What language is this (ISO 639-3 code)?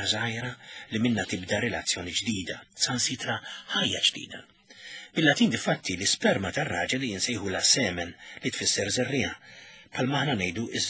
mlt